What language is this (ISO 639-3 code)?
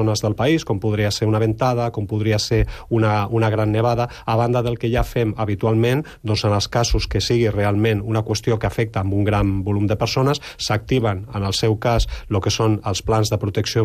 cat